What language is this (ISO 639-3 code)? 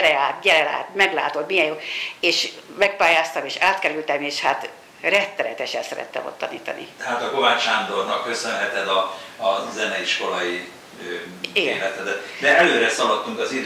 hun